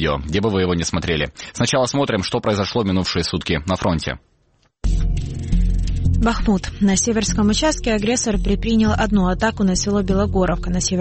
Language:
Russian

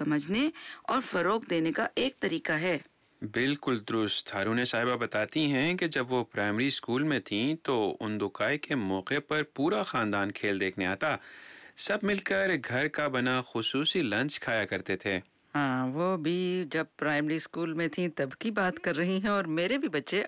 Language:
Urdu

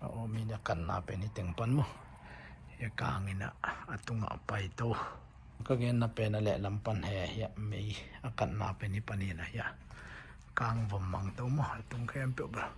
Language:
Tedim Chin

